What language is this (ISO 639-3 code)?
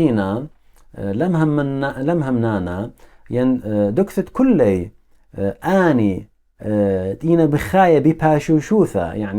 aii